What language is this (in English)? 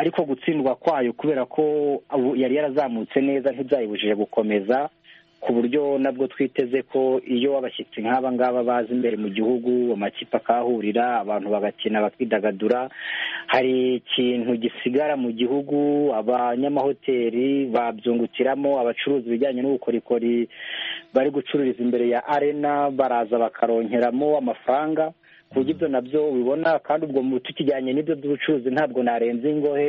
Kinyarwanda